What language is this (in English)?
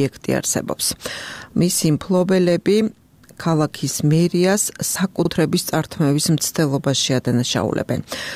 Georgian